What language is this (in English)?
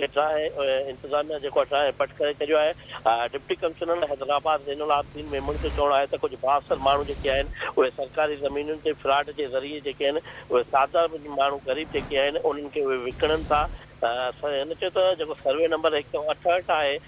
Sindhi